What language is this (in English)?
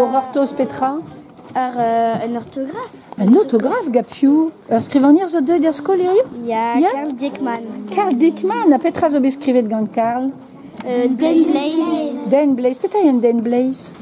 Breton